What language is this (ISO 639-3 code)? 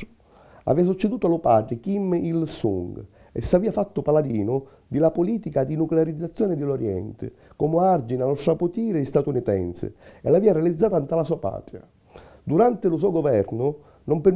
scn